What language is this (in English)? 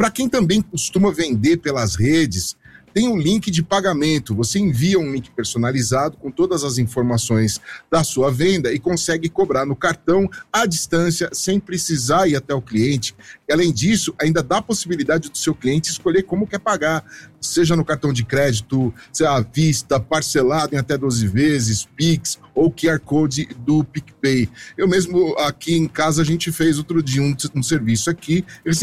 Portuguese